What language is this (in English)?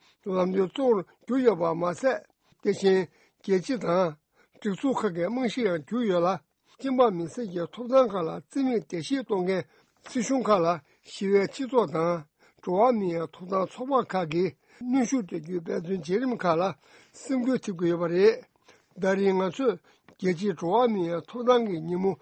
Tibetan